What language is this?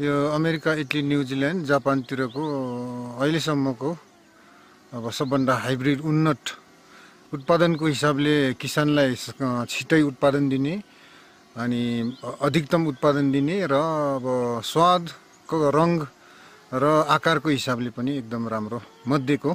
Nepali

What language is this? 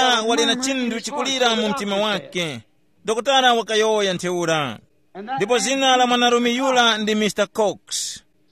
Tumbuka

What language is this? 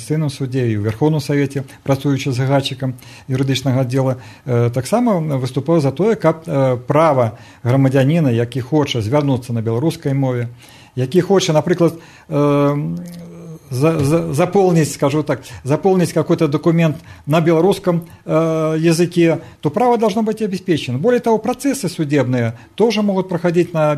Belarusian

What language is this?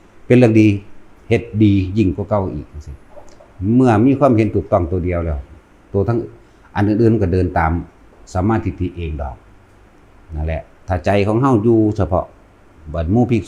Northeastern Thai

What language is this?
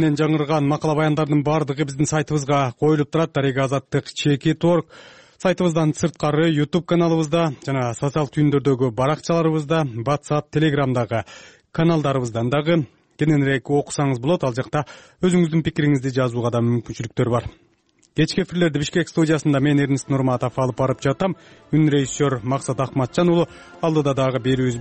Kyrgyz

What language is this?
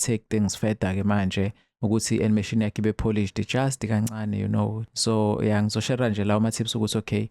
Zulu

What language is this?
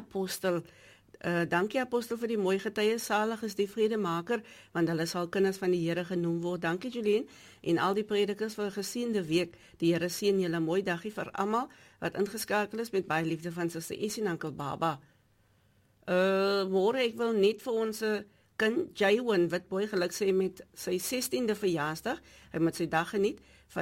Afrikaans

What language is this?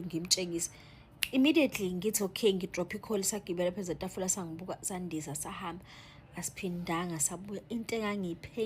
Zulu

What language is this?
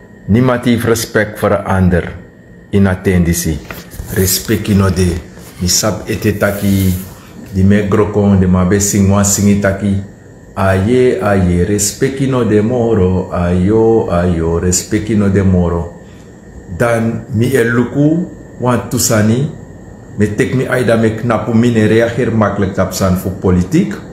Sranan Tongo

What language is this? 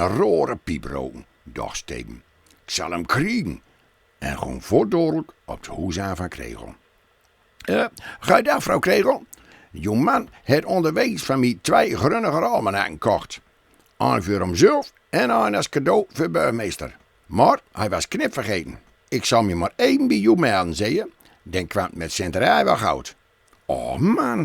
Gronings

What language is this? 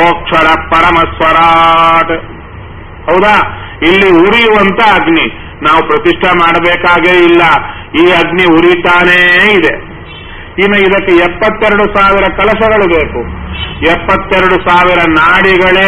Kannada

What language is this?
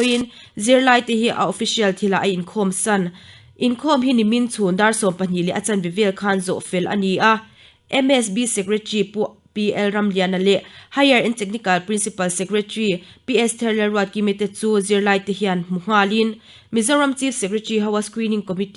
Mizo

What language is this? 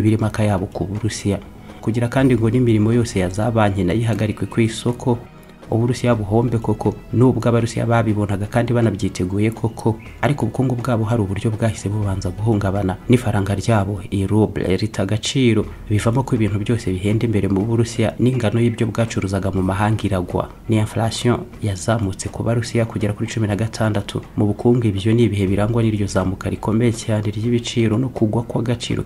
Kinyarwanda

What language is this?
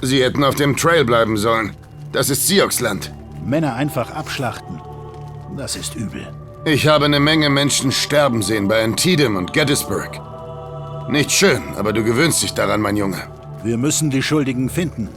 Bavarian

